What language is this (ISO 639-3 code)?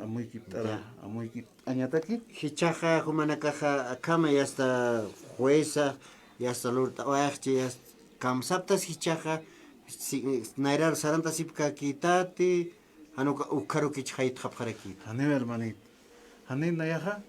aym